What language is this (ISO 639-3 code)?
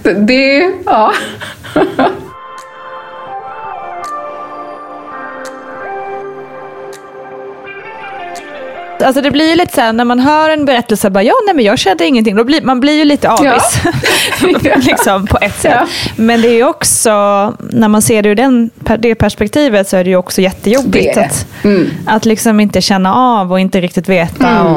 swe